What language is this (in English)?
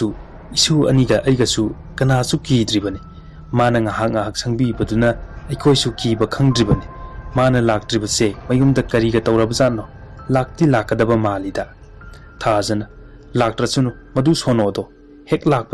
Manipuri